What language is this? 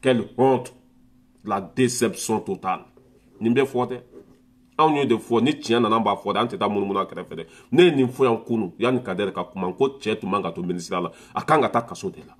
Bambara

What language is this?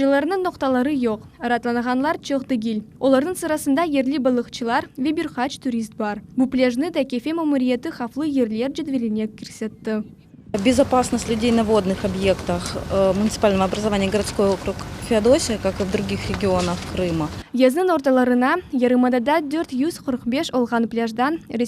Crimean Tatar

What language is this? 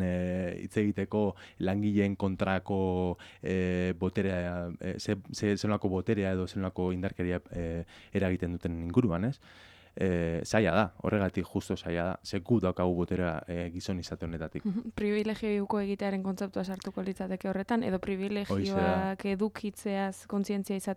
Basque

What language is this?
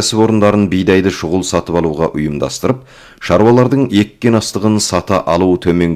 Kazakh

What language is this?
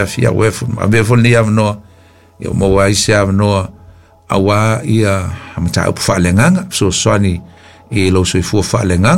Samoan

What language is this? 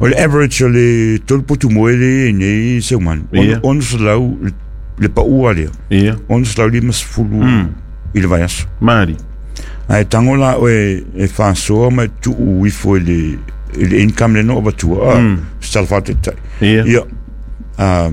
Samoan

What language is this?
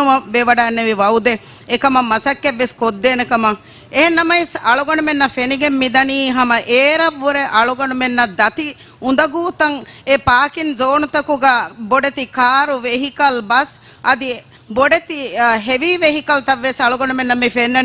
Divehi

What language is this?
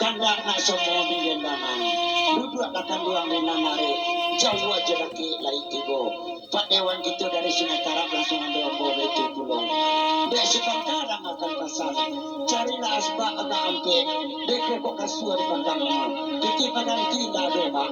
Minangkabau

